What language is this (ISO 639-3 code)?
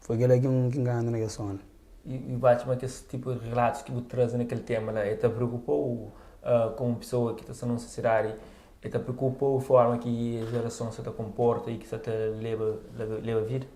kea